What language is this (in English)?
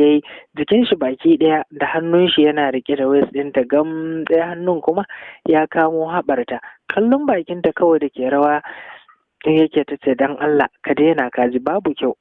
Hausa